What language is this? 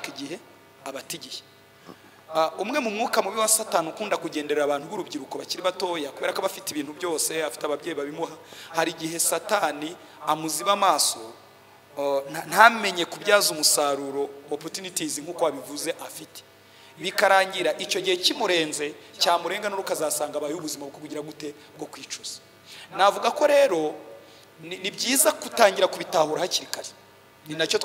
Kinyarwanda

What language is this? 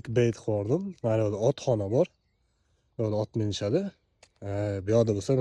Uzbek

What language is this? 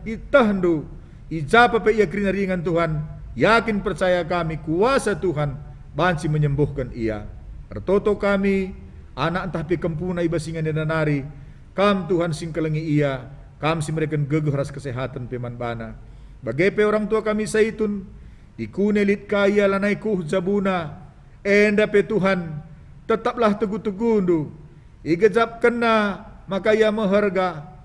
Batak Karo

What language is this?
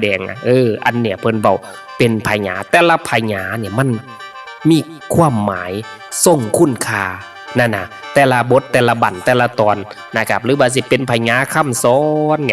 Northeastern Thai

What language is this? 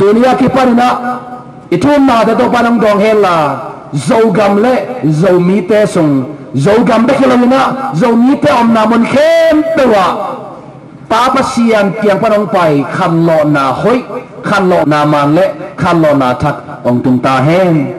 Tedim Chin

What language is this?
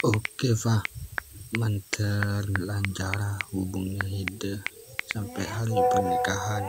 Madurese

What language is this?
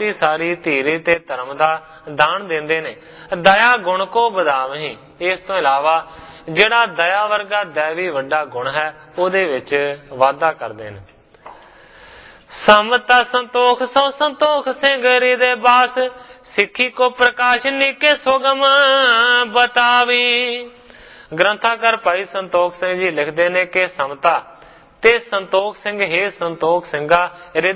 Punjabi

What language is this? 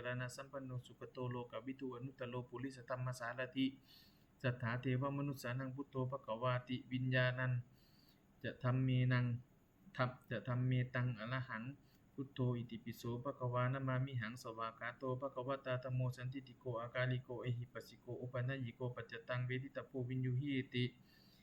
Pali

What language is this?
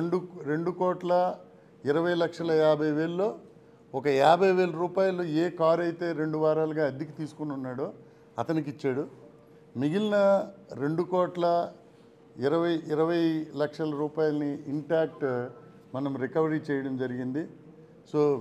Telugu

